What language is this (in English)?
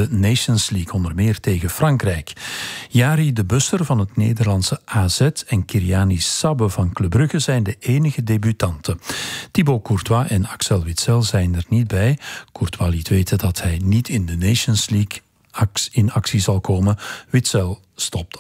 Dutch